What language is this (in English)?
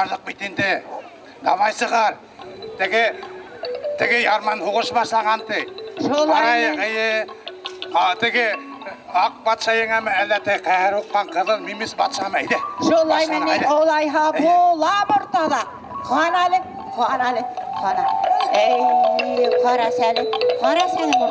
Bashkir